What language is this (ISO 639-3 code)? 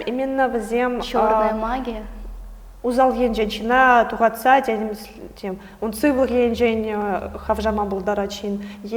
chv